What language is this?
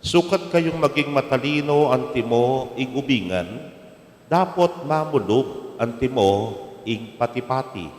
Pampanga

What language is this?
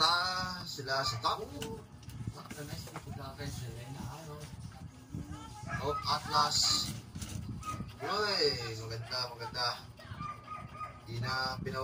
Filipino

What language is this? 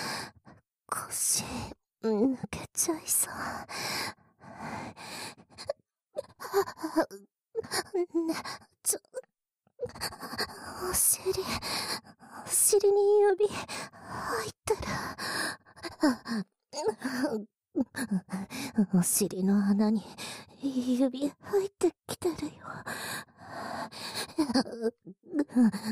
Japanese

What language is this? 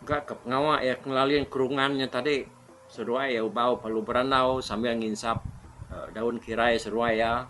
Iban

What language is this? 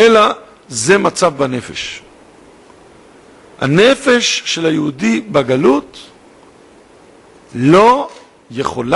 Hebrew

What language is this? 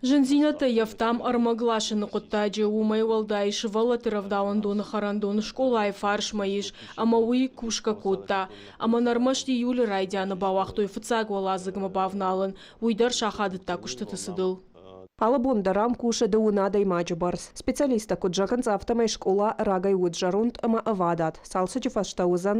Ossetic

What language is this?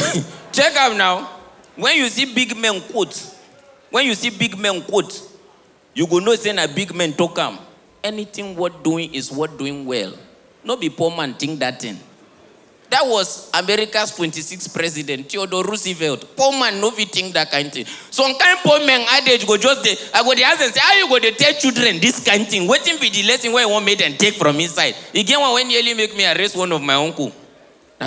Nigerian Pidgin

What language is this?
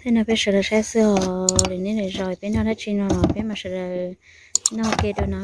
Hmong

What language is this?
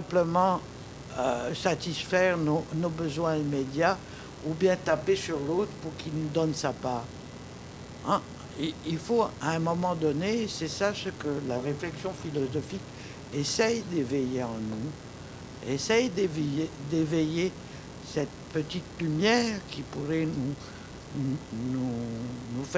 French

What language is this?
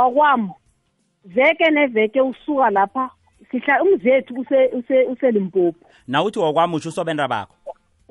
South Ndebele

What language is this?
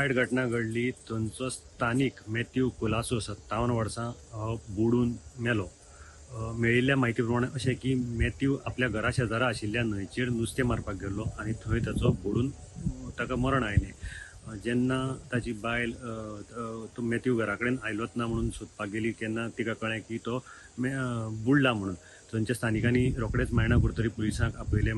Konkani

